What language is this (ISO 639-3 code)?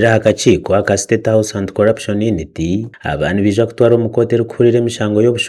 nyn